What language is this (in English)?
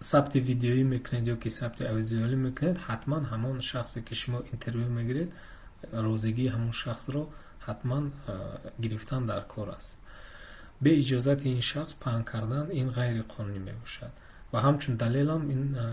Tajik